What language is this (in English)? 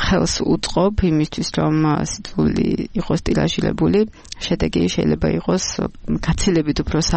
Georgian